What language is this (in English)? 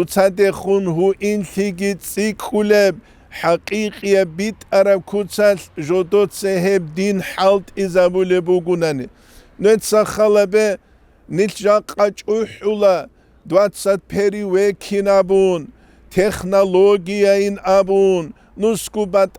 Avaric